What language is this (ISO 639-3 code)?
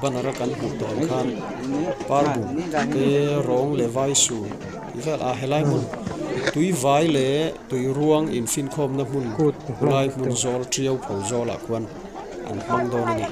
lus